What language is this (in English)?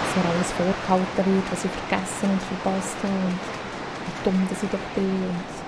Swiss German